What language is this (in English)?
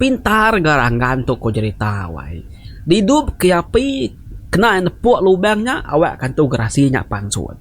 Iban